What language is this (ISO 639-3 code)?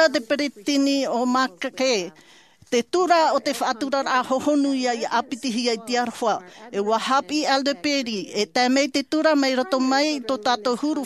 tah